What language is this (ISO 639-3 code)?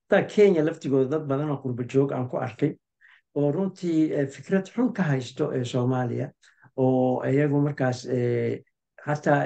som